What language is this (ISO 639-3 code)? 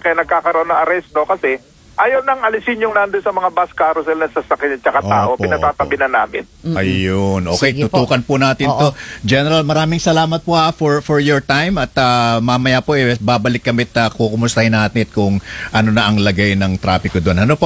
fil